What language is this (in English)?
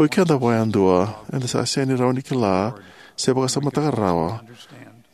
Fijian